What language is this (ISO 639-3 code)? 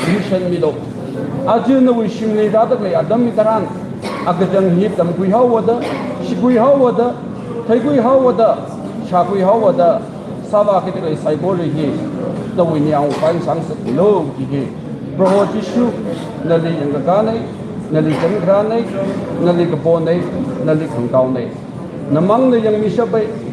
nmf